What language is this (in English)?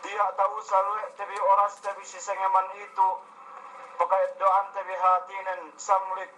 Yakan